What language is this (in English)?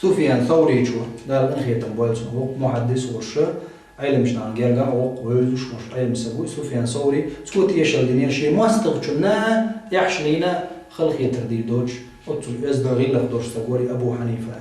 Chechen